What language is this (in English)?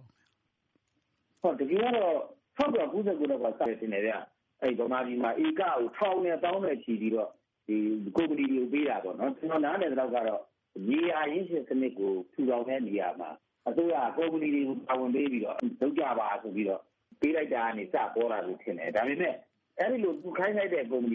Burmese